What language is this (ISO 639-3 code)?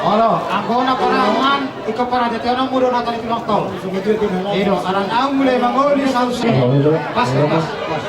bbc